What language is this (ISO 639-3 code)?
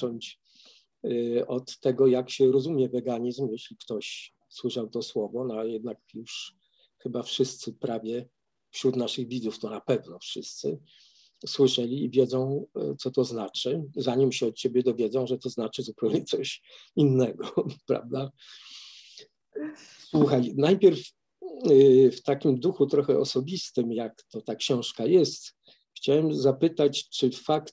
pol